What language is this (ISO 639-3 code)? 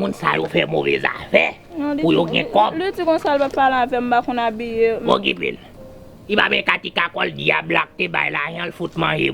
hat